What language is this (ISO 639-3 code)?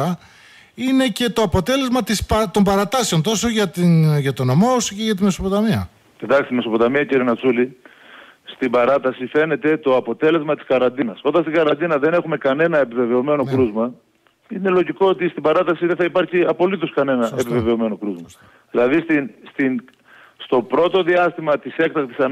ell